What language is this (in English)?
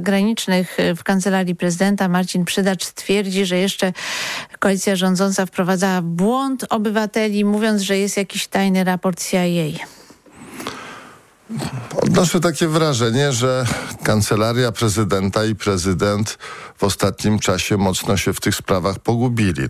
Polish